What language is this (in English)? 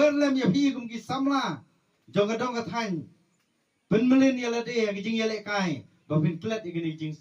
Khasi